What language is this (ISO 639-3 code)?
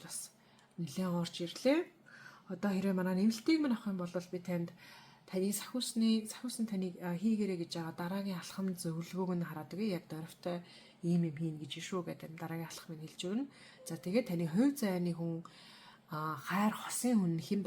mon